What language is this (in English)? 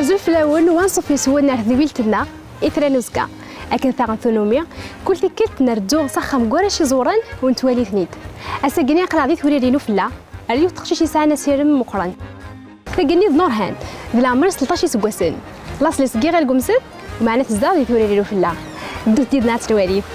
Kabyle